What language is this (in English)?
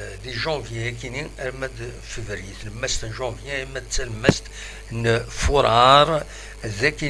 Kabyle